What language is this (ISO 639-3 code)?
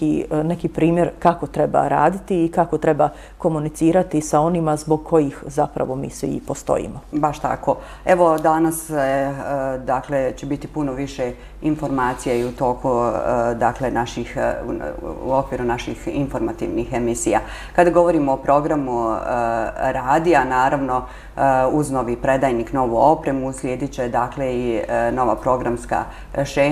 bos